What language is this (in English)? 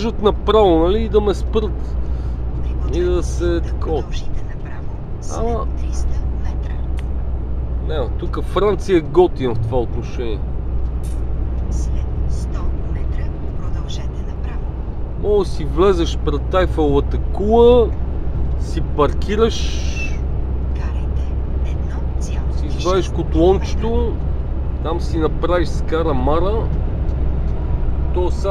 Bulgarian